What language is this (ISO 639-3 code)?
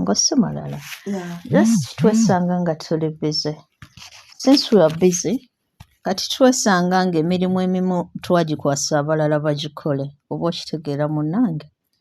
lug